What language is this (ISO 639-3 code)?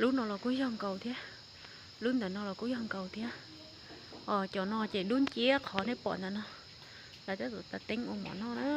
hmn